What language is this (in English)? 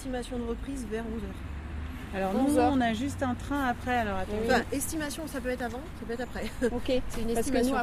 French